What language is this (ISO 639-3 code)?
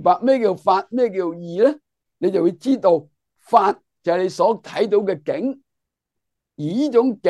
yue